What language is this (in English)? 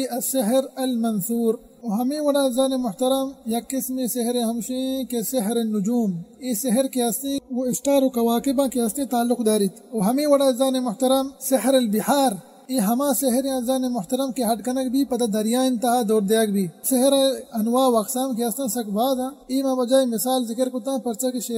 Baluchi